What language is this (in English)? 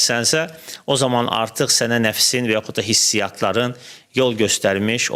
Azerbaijani